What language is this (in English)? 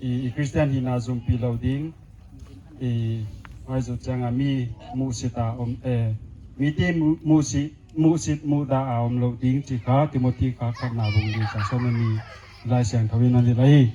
Paite Chin